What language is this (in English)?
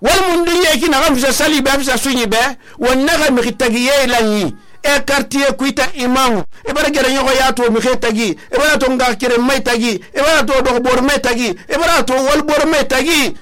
Susu